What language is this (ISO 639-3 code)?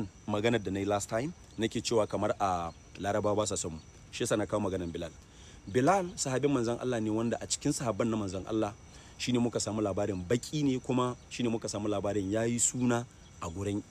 hau